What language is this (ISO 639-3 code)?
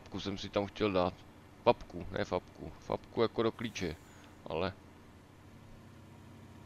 ces